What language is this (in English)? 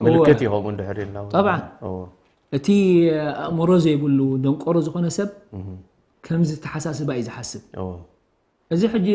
Tigrinya